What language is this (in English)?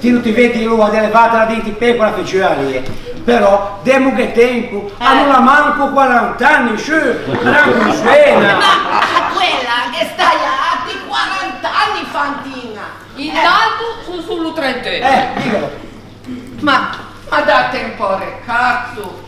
Ligurian